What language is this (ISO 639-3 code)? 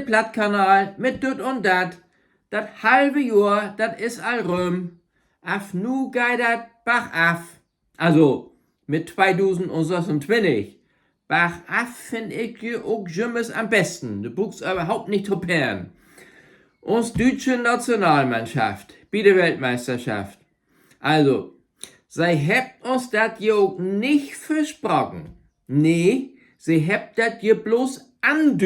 nds